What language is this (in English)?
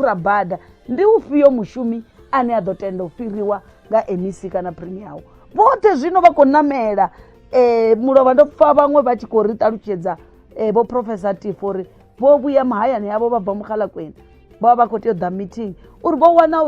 Venda